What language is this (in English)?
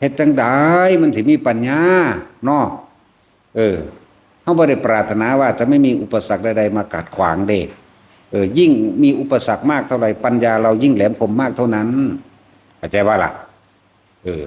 Northeastern Thai